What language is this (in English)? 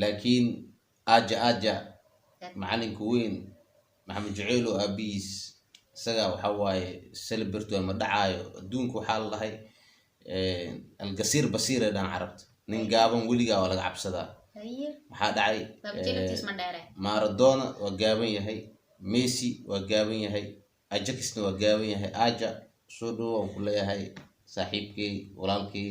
Somali